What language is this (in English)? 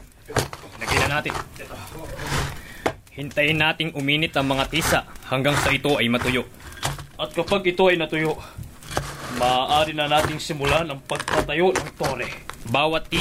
Filipino